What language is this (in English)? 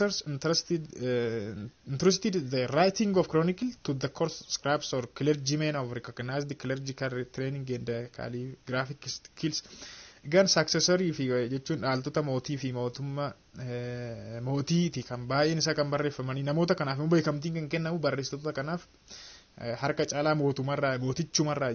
Oromo